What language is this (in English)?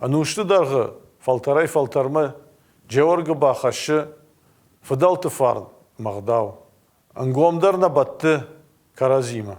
Ossetic